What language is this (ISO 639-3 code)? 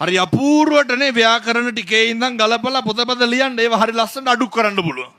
sin